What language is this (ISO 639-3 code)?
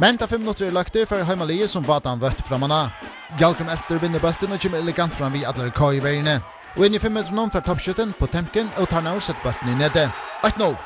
fao